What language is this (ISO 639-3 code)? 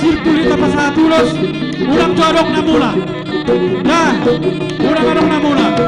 bbc